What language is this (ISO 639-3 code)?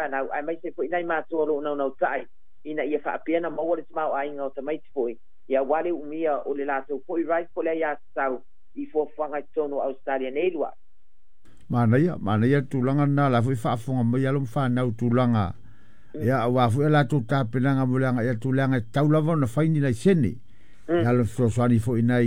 smo